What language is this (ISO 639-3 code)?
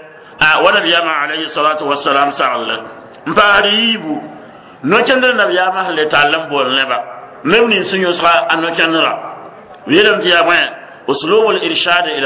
mos